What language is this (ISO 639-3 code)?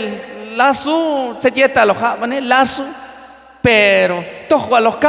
kjb